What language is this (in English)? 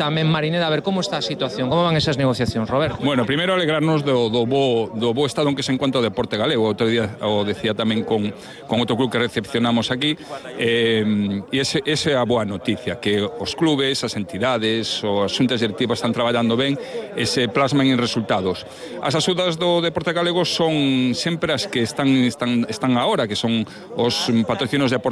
Galician